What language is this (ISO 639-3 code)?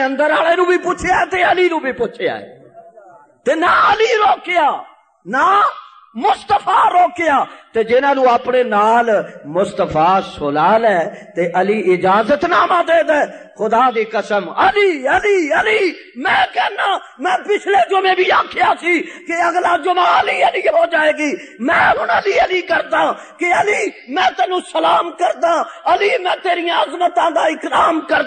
lah